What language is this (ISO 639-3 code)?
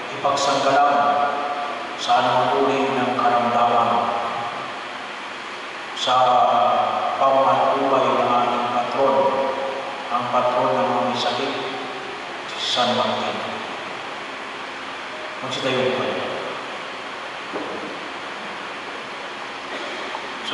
fil